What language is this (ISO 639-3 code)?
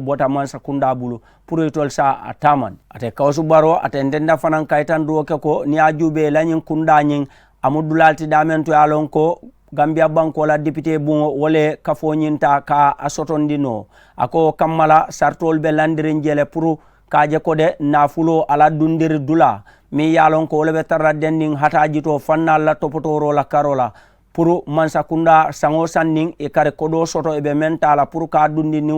man